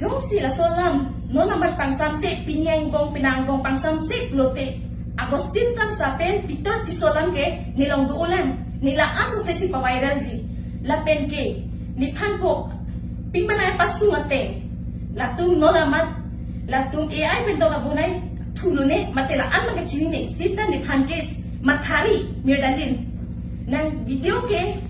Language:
Karbi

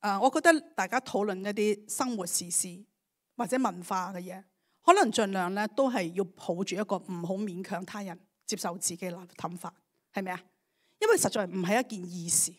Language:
Cantonese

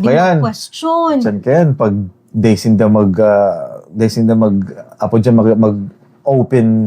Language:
Bikol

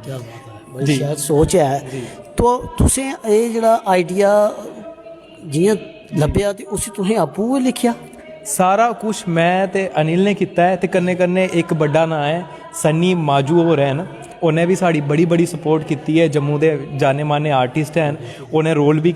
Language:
Dogri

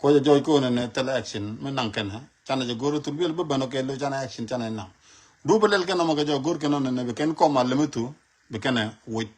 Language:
Nuer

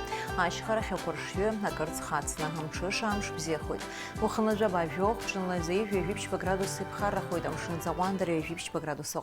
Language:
Abkhazian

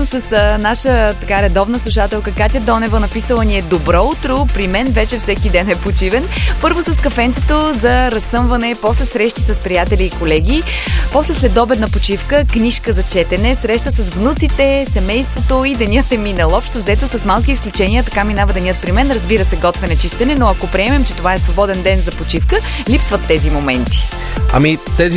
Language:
Bulgarian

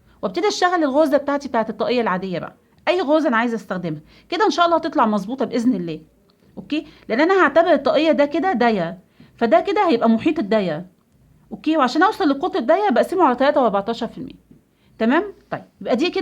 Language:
Egyptian Arabic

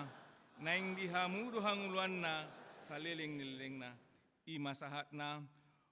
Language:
Batak Toba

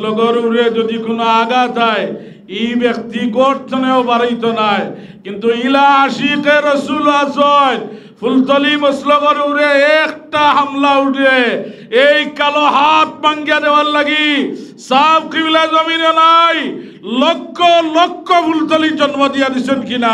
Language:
Sylheti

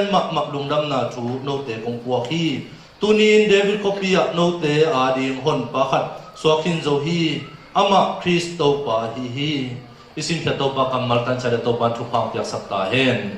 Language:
Tedim Chin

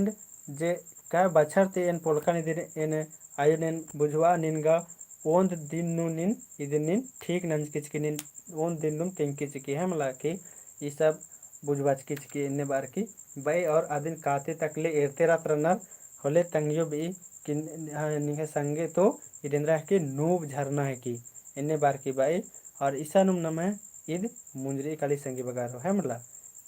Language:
Kurukh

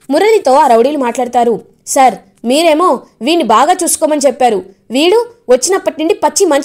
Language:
Telugu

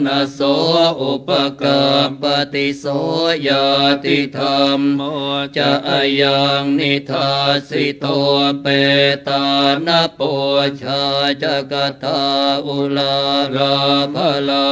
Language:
Pali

